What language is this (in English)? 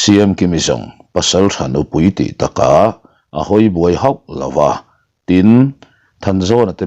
Mizo